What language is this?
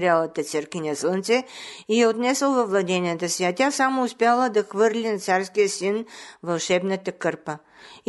Bulgarian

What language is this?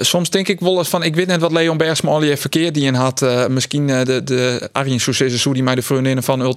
Western Frisian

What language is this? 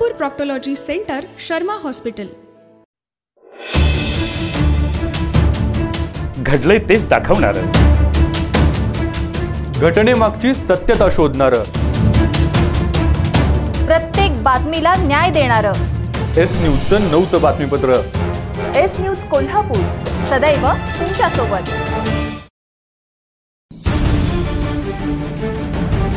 Marathi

